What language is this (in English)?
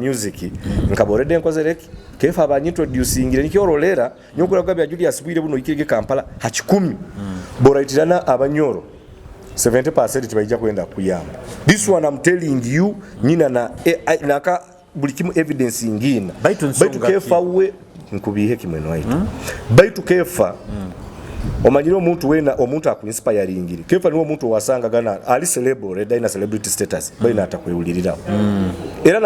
Nyoro